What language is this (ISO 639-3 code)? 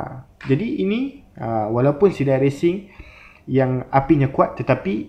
msa